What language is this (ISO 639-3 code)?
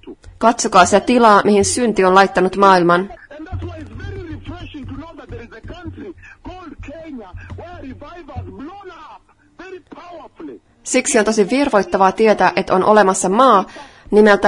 fin